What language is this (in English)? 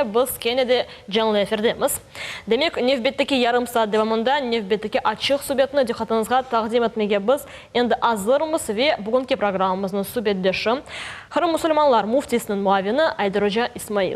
Crimean Tatar